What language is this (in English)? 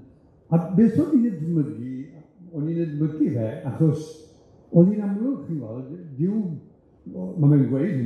Welsh